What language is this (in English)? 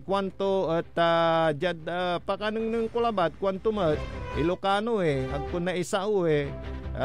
Pangasinan